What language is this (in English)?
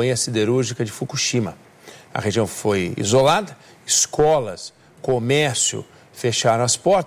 Portuguese